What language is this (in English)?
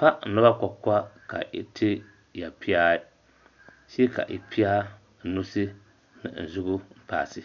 Dagbani